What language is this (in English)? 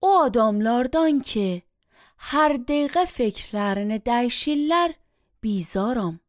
Azerbaijani